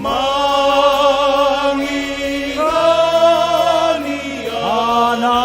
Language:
Batak Toba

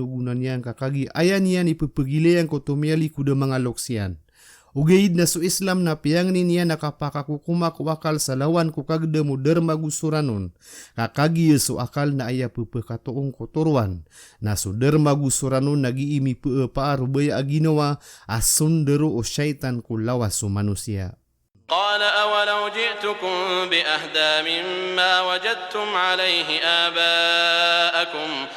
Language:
Maranao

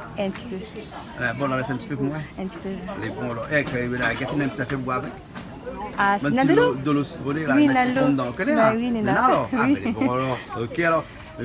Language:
Réunion Creole French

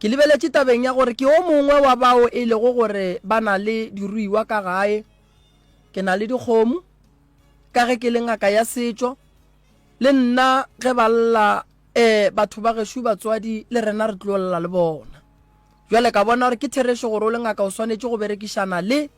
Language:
Northern Sotho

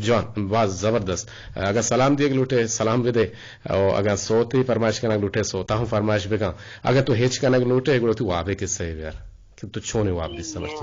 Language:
Eastern Balochi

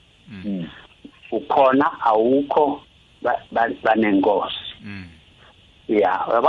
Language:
South Ndebele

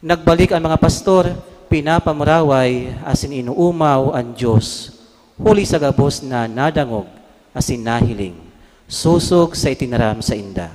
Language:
Bikol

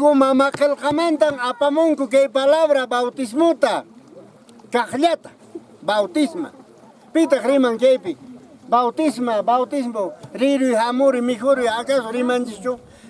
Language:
Quechua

